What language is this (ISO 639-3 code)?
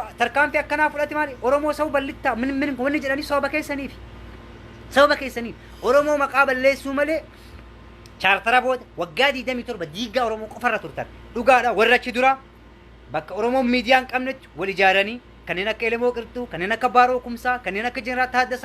orm